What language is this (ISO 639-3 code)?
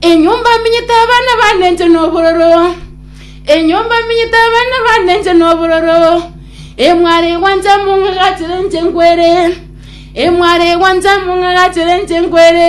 guz